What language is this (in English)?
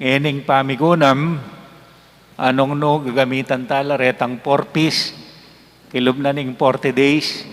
Pampanga